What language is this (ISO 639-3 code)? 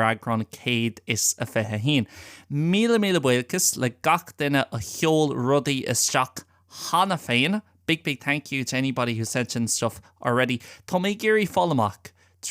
gle